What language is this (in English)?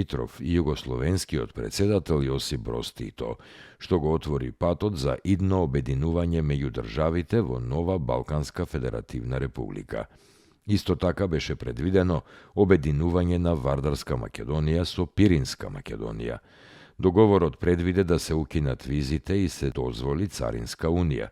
Macedonian